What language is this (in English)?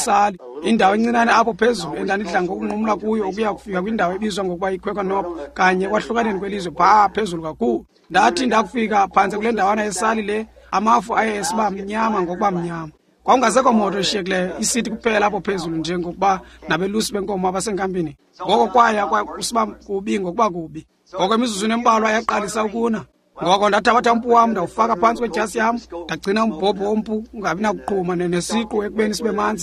Xhosa